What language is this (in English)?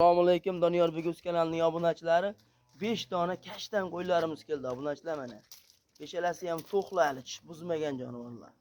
Uzbek